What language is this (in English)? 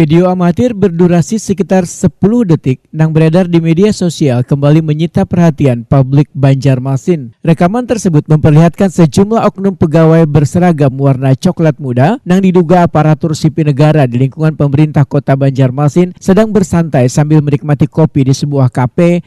Banjar